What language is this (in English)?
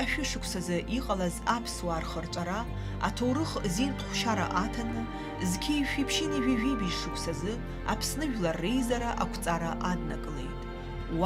Abkhazian